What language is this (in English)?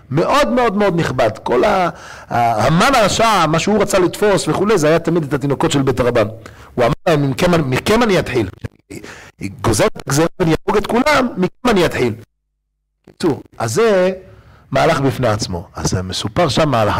Hebrew